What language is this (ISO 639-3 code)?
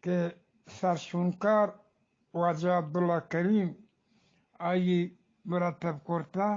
bgp